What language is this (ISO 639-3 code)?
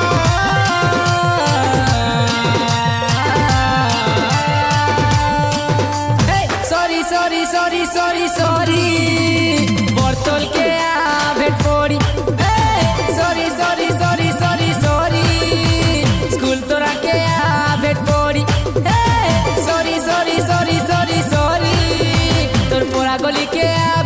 bho